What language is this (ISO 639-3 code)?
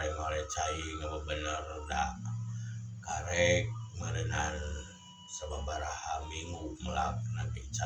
sun